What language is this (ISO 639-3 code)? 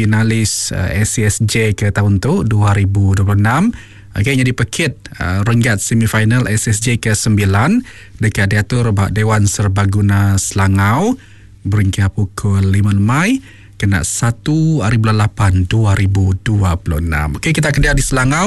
iba